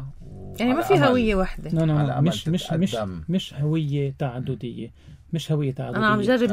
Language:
North Levantine Arabic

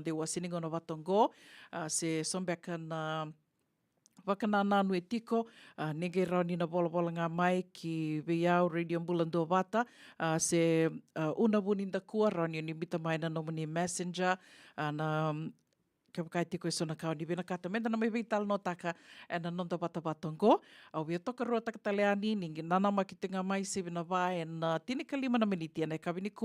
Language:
Fijian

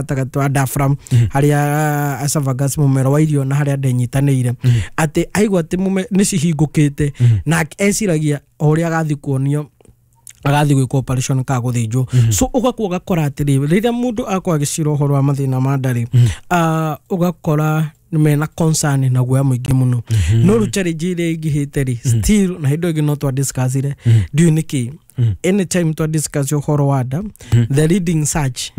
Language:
Kikuyu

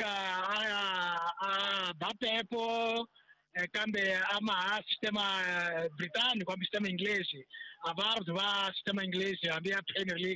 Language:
Tsonga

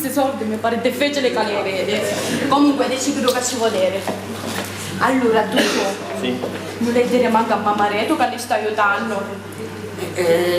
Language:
Sicilian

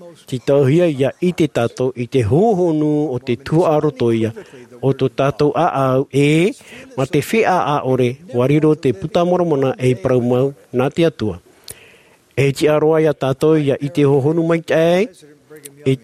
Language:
Tahitian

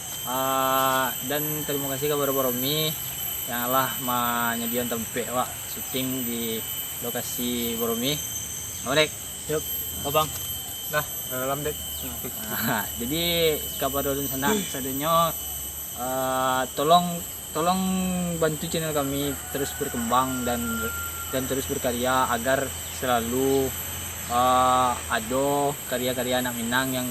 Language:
Minangkabau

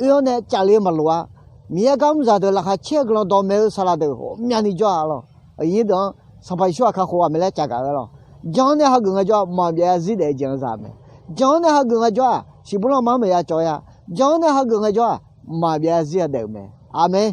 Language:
Akha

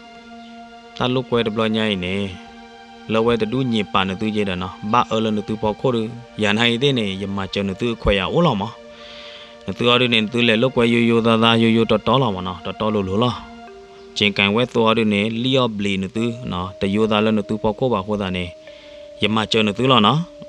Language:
S'gaw Karen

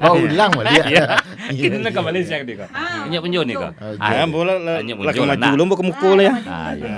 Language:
Minangkabau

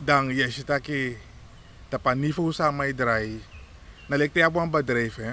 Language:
Sranan Tongo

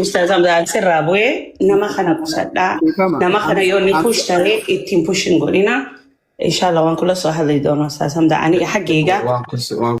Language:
Oromo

